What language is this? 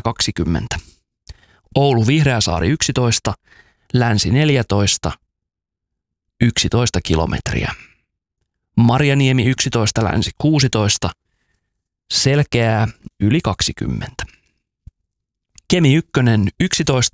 Finnish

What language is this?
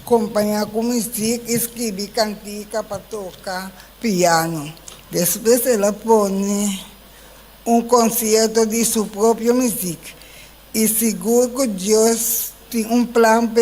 Papiamento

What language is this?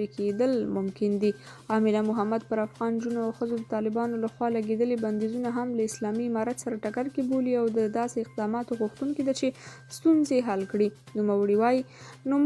Pashto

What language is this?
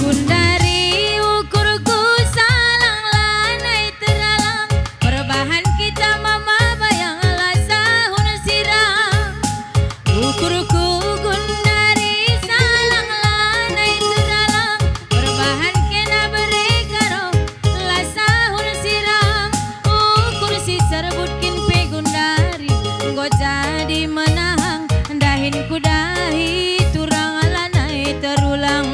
Batak Karo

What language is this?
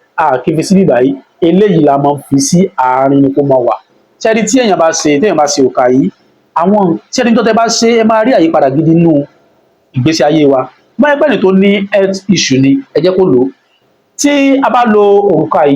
Yoruba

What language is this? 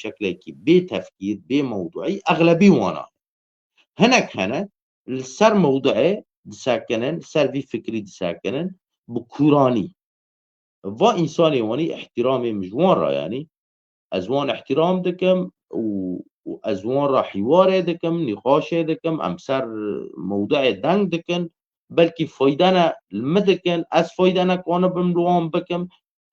Kurdish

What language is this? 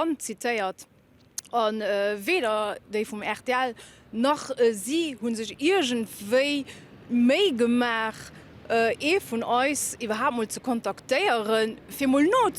Luxembourgish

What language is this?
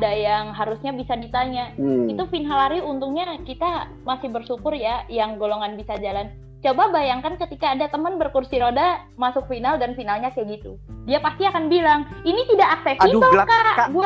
Indonesian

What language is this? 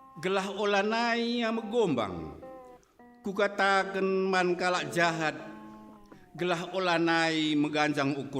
Batak Karo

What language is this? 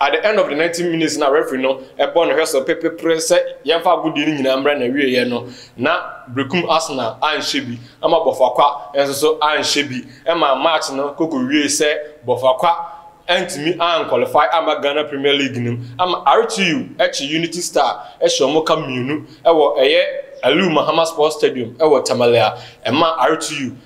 Akan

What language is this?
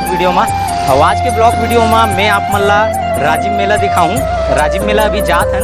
Chhattisgarhi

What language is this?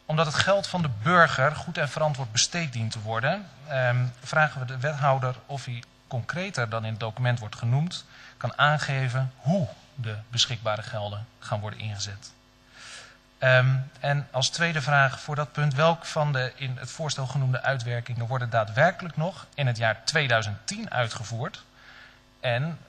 Dutch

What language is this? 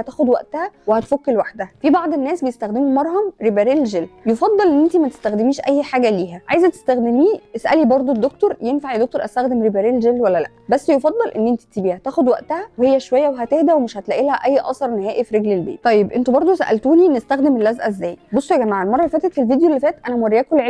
Egyptian Arabic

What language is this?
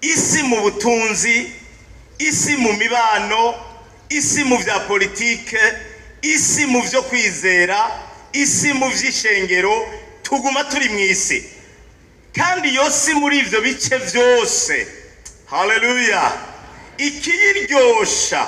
Rundi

